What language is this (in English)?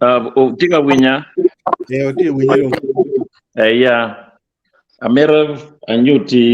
Acoli